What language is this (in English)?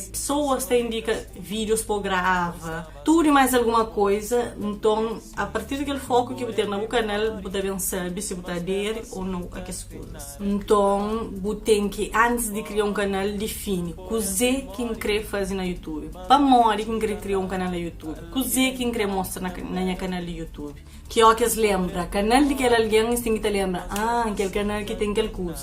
Kabuverdianu